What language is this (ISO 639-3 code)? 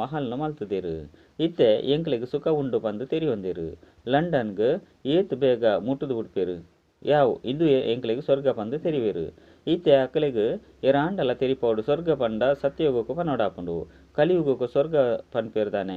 tcy